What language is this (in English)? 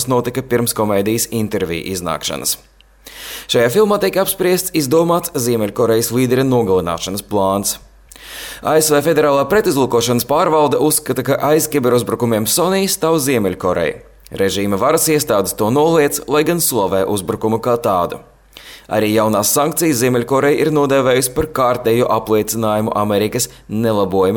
Latvian